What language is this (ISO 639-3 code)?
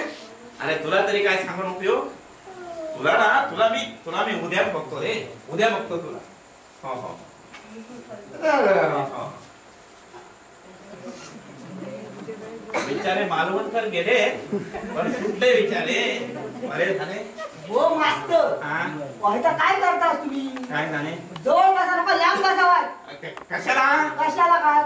mar